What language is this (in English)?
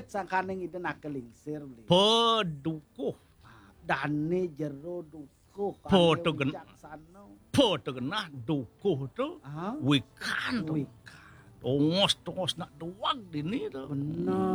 Balinese